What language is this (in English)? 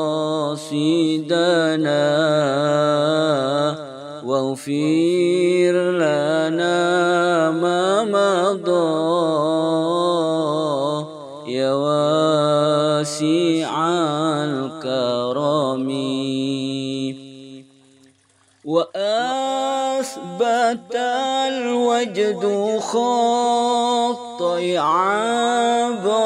Arabic